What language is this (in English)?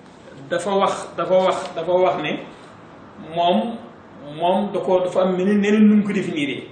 Wolof